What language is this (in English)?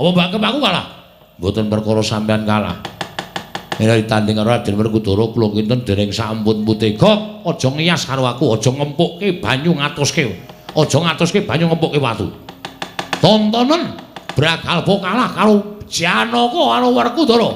Javanese